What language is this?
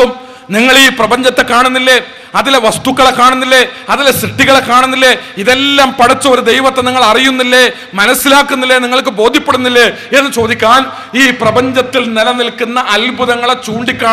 Malayalam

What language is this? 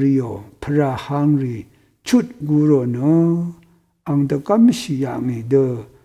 Rawang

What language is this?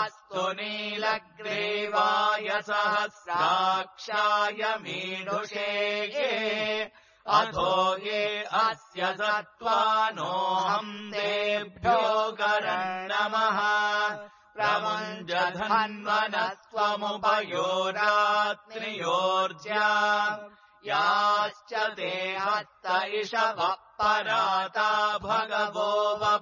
Sanskrit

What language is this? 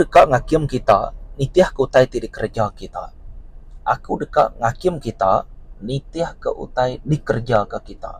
Iban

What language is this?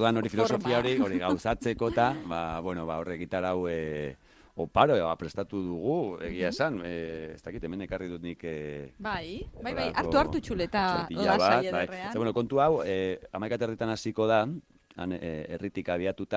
Basque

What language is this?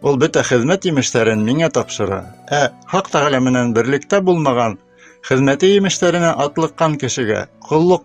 Bashkir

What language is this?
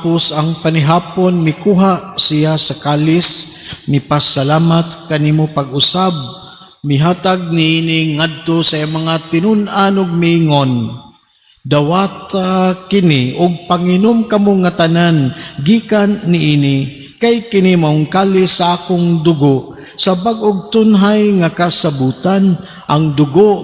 Cebuano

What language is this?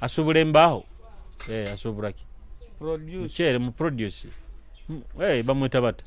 Nyoro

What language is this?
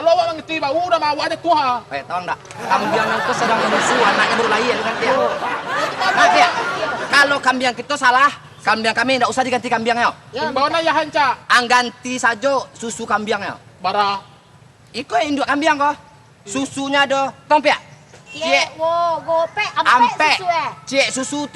Minangkabau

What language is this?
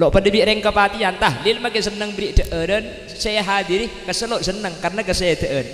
Madurese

